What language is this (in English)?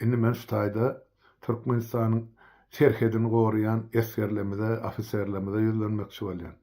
Turkmen